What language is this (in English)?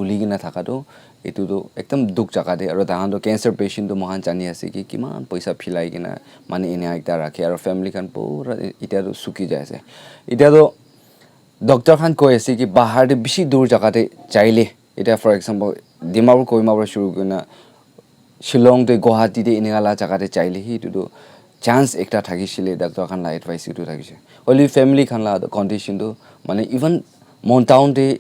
Naga Pidgin